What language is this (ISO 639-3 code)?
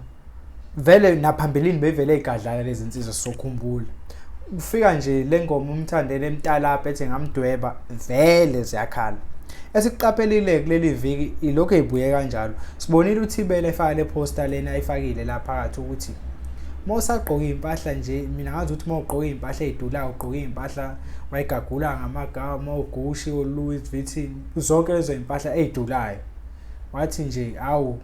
zul